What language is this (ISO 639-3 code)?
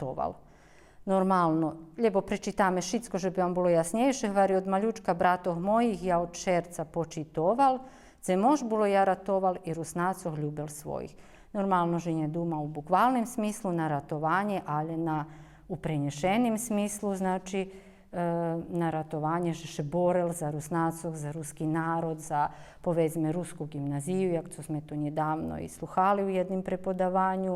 rue